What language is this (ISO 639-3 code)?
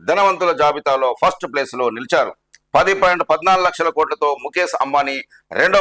tel